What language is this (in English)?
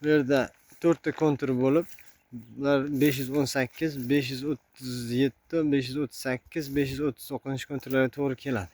Uzbek